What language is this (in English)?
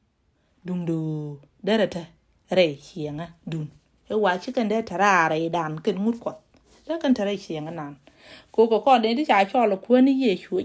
Nuer